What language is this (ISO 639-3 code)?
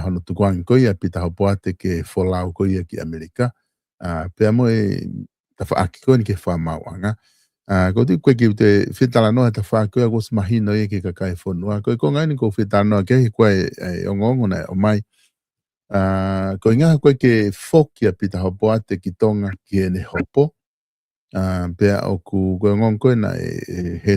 ton